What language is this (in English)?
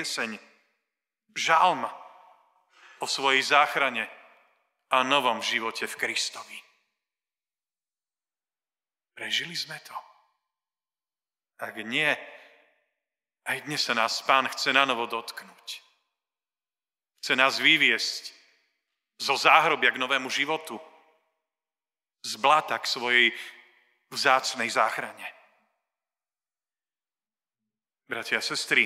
Slovak